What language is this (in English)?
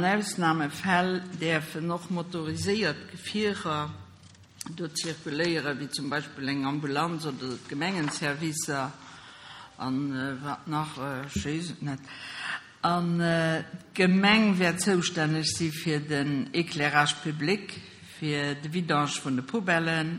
Luxembourgish